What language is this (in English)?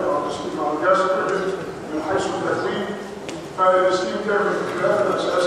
Egyptian Arabic